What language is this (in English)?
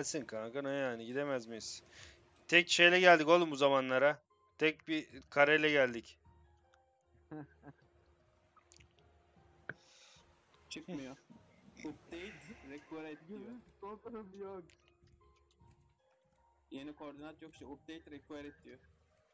Turkish